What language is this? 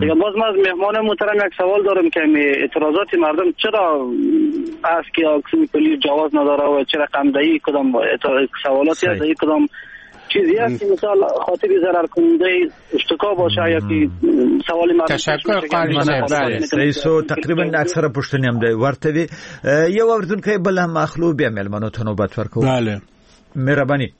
Persian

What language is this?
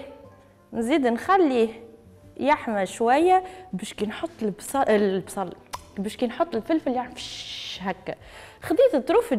Tunisian Arabic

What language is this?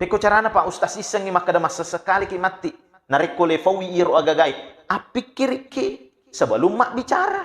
Buginese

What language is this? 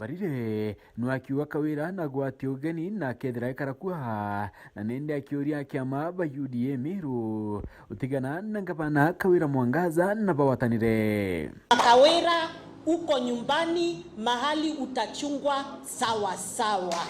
Meru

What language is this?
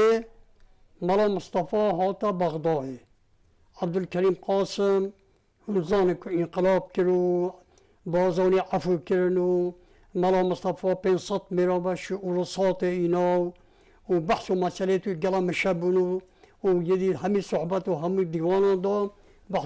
Kurdish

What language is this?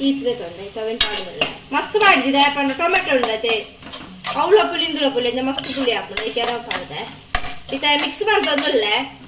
Tulu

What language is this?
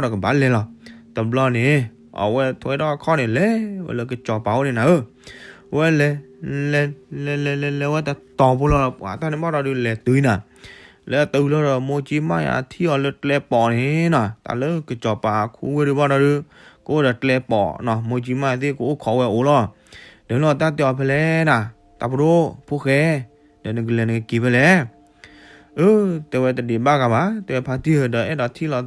S'gaw Karen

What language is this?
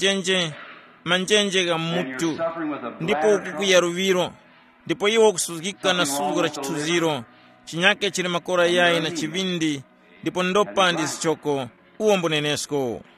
Tumbuka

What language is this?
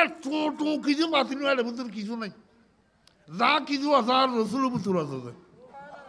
Bangla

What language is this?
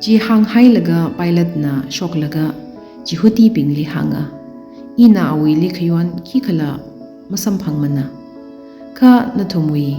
Tangkhul Naga (India)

